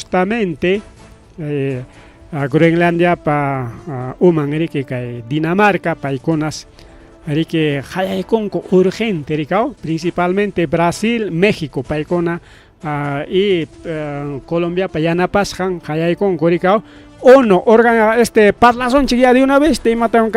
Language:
Ayacucho Quechua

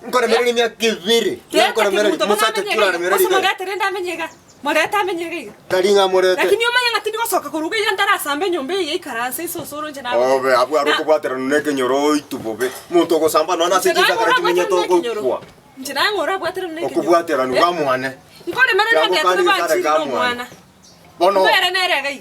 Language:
Gusii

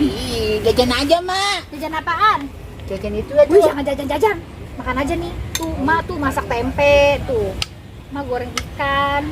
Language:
Betawi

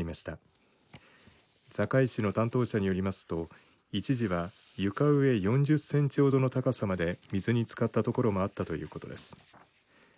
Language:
Japanese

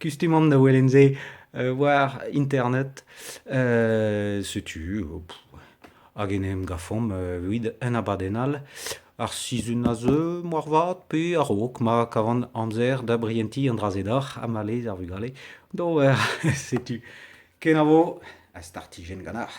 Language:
Breton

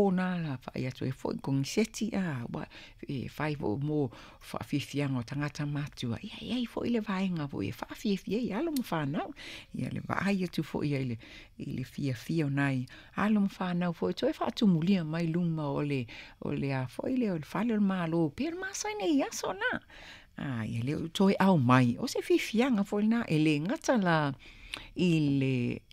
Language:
Samoan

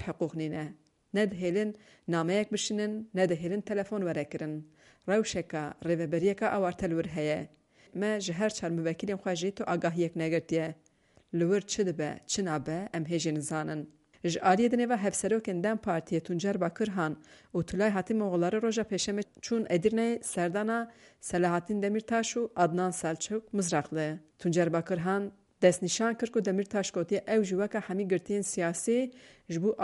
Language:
Kurdish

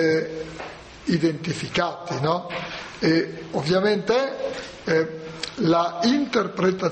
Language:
Italian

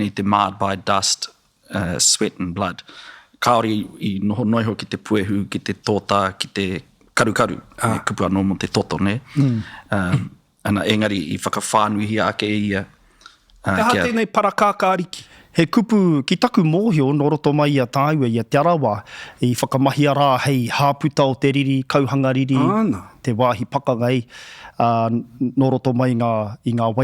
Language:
Māori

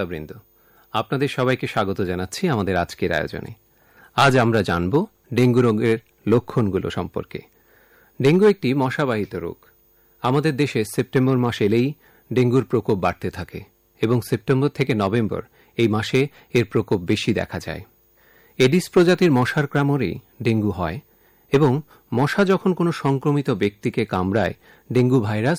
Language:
Bangla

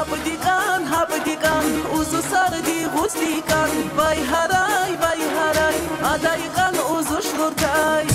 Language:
Tabassaran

